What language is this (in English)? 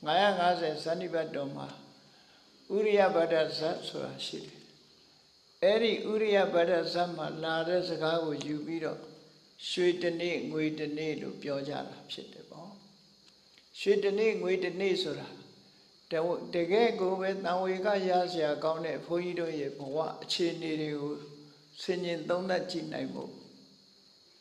Burmese